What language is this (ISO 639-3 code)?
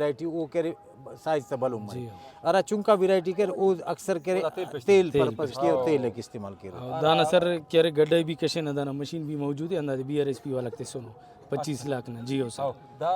brh